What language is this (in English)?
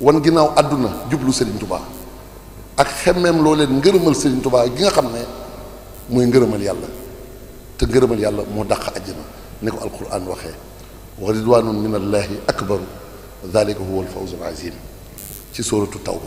Wolof